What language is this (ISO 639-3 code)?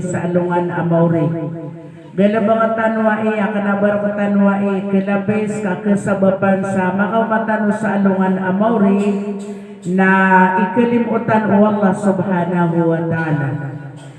mrw